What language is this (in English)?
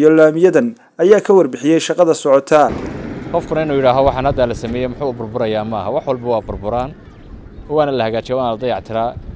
Somali